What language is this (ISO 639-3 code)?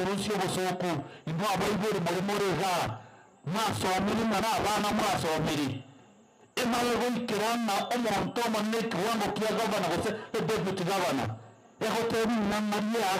guz